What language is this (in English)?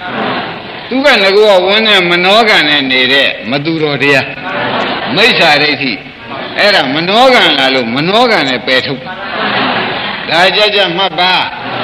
Burmese